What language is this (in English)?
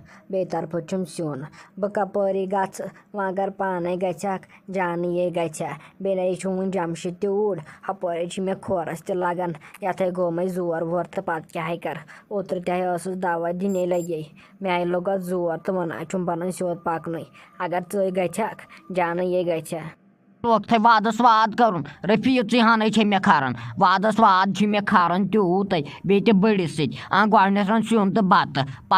Kashmiri